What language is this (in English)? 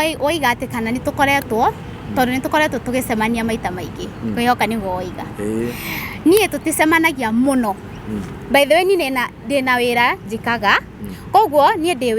Kikuyu